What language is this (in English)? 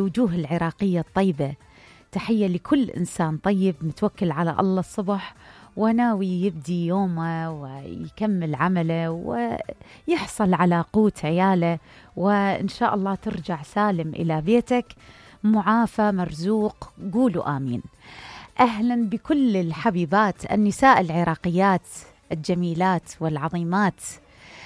Mesopotamian Arabic